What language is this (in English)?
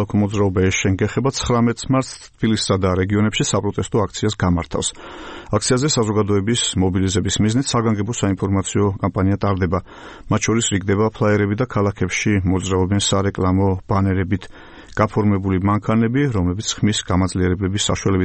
Georgian